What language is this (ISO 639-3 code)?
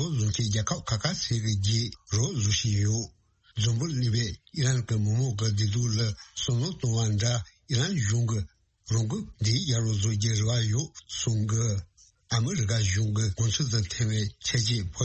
bod